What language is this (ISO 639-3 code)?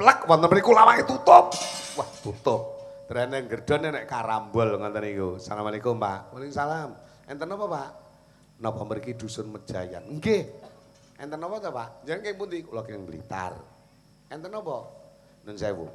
jav